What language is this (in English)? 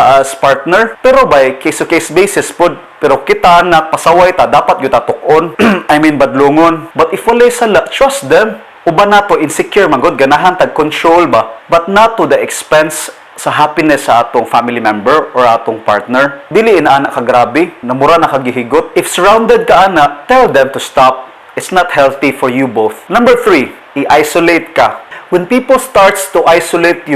Cebuano